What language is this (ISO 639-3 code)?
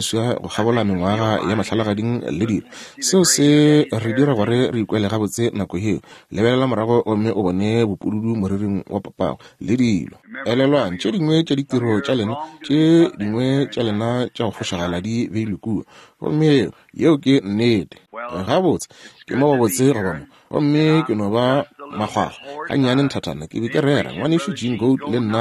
nso